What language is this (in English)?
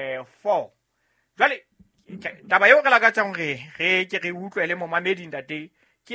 Southern Sotho